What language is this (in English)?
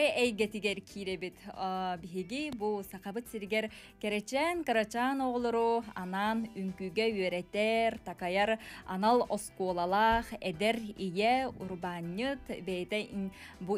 Yakut